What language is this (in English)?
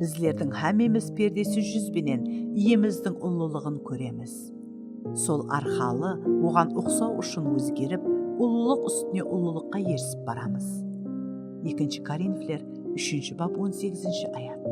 Kara-Kalpak